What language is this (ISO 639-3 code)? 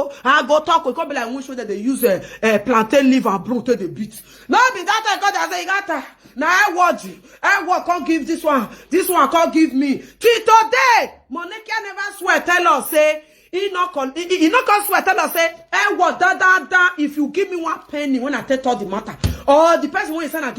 pcm